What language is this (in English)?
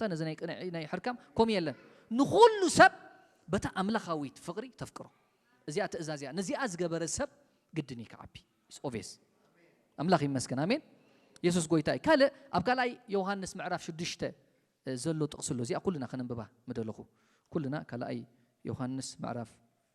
Tigrinya